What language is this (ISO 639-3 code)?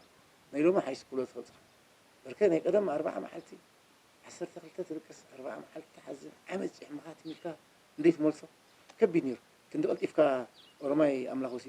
tir